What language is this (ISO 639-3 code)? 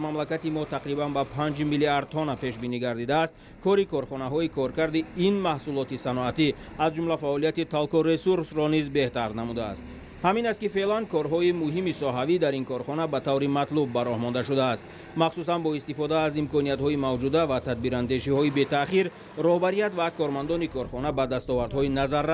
tgk